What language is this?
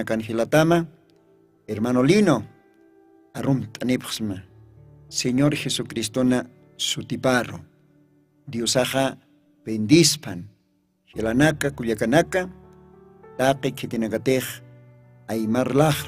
Aymara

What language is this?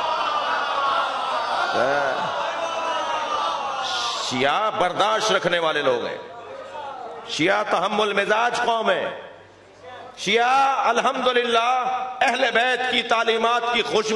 Urdu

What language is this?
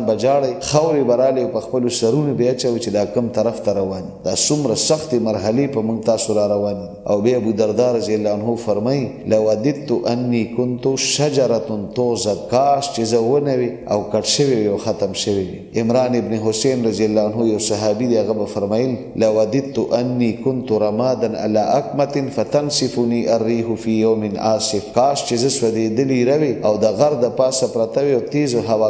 Pashto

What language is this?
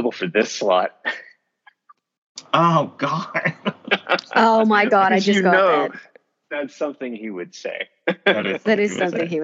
English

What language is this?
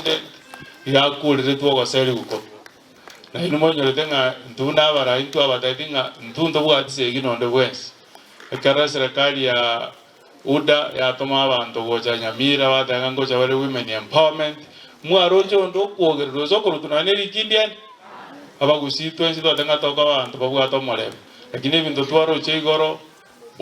Gusii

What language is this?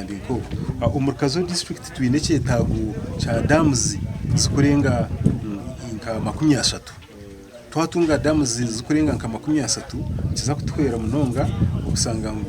Nyankole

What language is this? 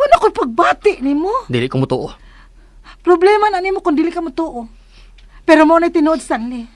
Cebuano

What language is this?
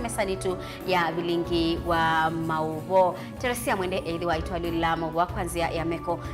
Kamba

